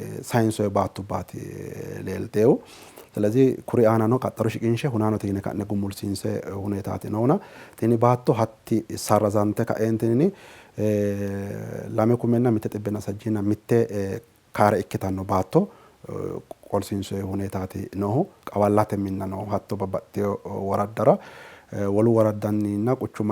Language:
Sidamo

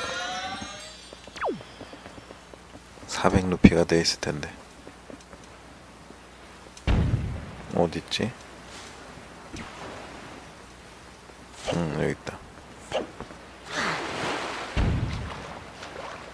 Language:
Korean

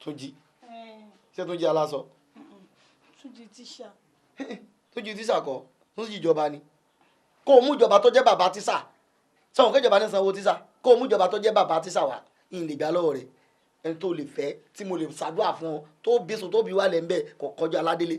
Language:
Yoruba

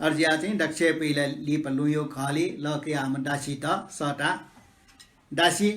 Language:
Newari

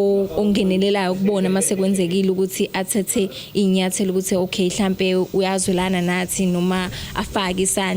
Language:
Zulu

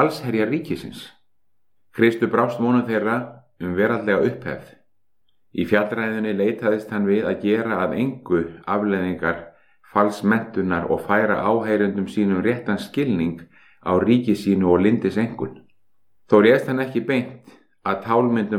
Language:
Icelandic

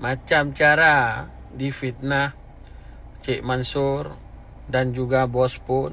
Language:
Achinese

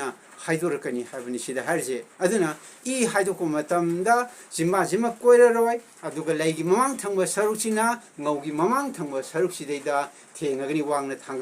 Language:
Manipuri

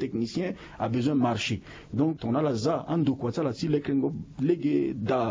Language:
Sango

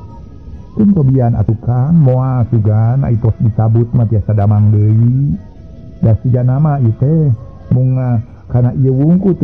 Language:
Sundanese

